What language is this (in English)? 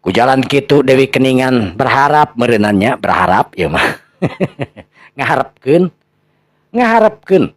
Sundanese